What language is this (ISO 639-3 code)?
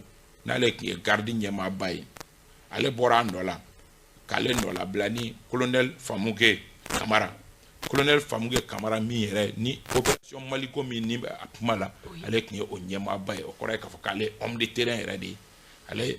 bam